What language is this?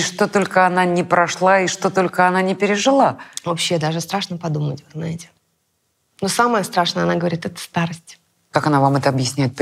Russian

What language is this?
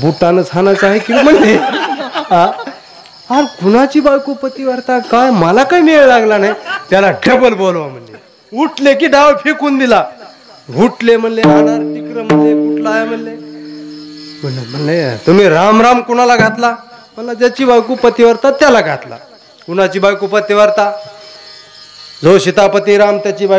Marathi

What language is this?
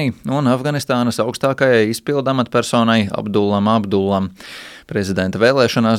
Latvian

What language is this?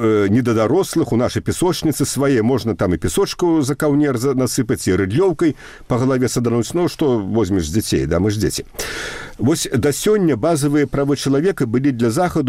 Belarusian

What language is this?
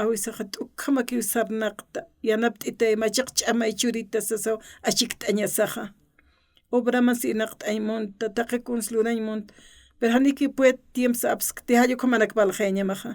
Aymara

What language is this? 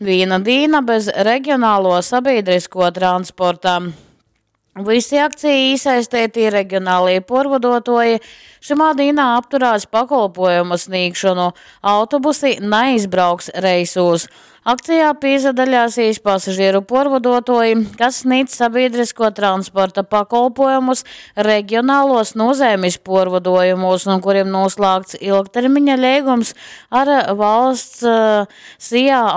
Latgalian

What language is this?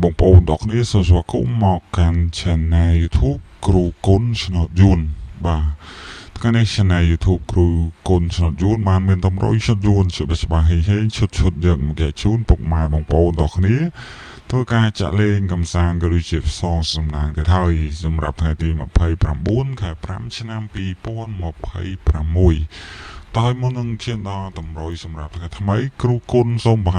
Khmer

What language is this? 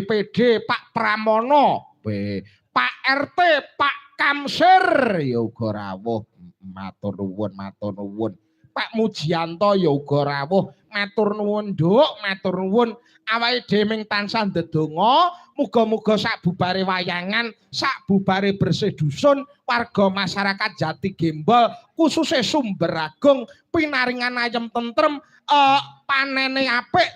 Javanese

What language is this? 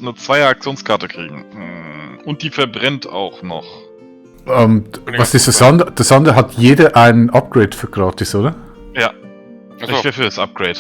Swiss German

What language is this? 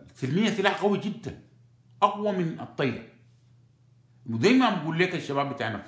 Sudanese Arabic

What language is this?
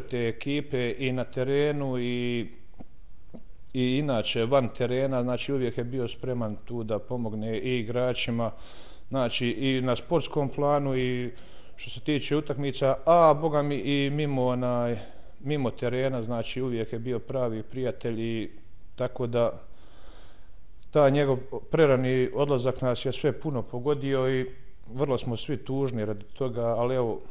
Bosnian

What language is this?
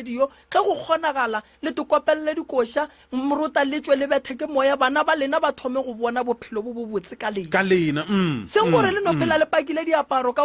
Northern Sotho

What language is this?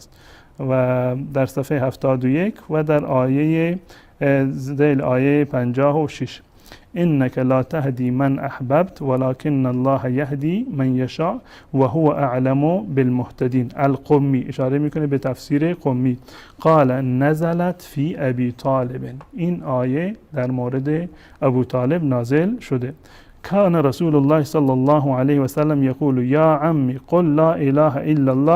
Persian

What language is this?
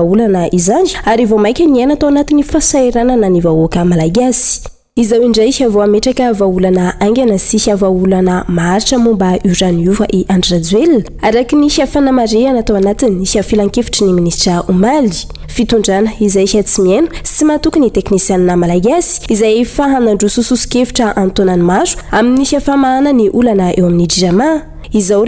Malagasy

